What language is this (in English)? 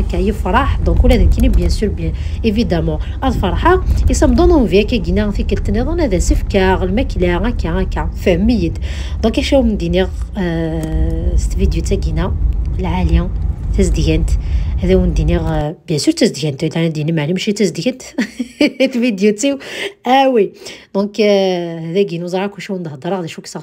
Kabyle